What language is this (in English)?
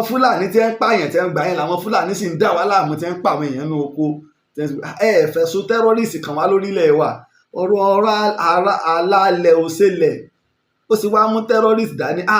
Yoruba